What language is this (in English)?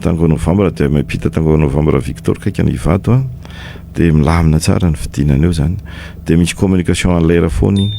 Malagasy